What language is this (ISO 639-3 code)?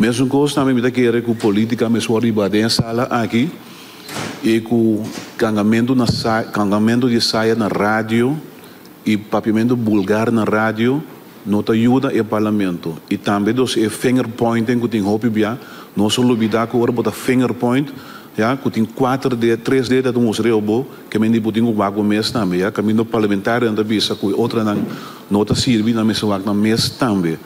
pap